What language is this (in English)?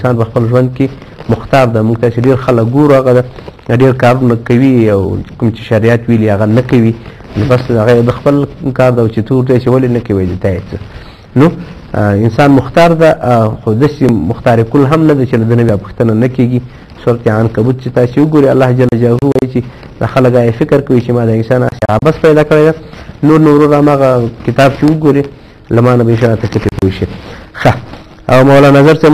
Pashto